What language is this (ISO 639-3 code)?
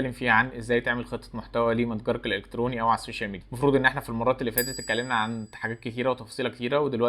arz